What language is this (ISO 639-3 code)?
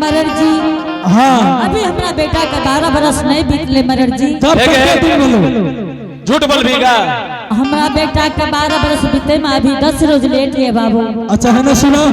anp